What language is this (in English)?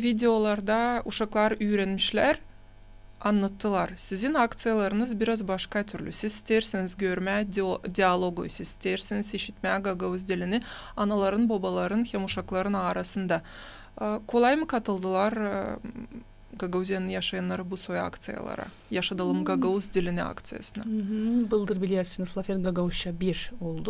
Gagauz